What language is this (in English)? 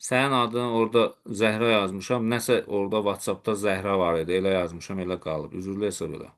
Azerbaijani